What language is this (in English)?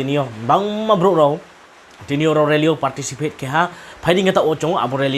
Riang (India)